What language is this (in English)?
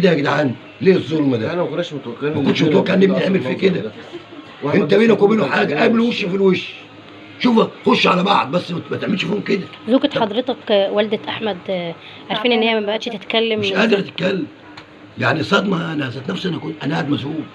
Egyptian Arabic